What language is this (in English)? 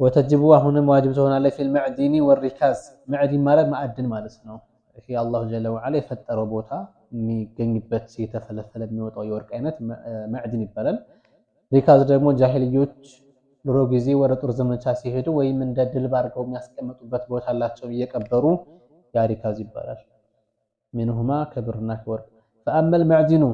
Amharic